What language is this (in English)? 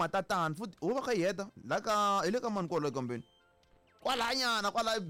Tsonga